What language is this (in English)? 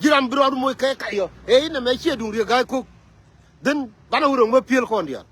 Nuer